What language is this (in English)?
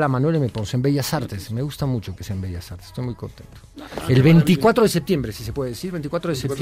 Spanish